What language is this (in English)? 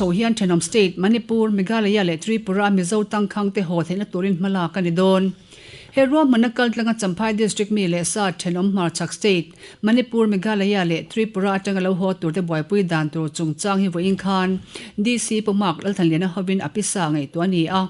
Mizo